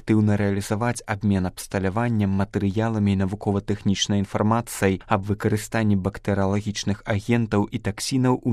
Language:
Belarusian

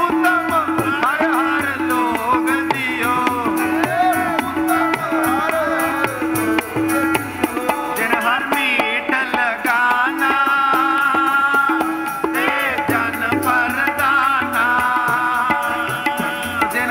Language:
Punjabi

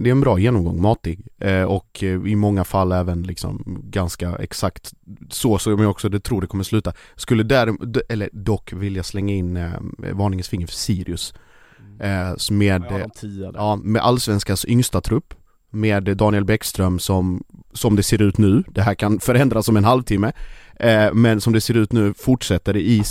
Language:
Swedish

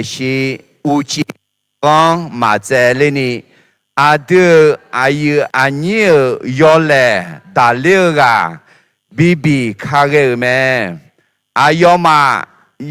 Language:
Akha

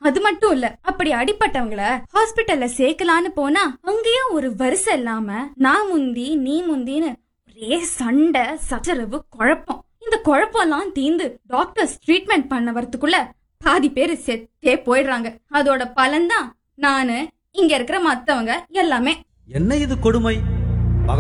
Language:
Tamil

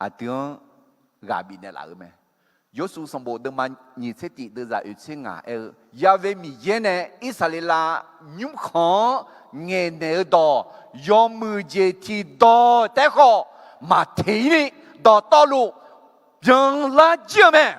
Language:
Akha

